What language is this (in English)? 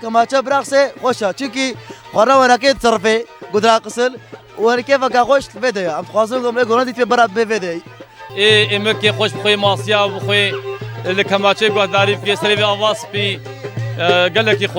Kurdish